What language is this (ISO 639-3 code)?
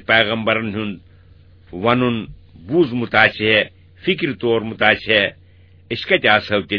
kas